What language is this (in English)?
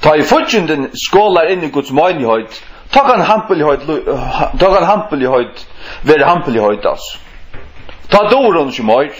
Faroese